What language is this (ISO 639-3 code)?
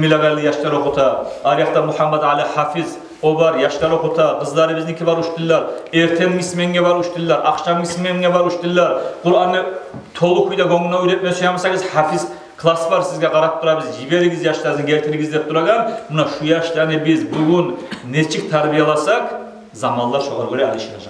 kum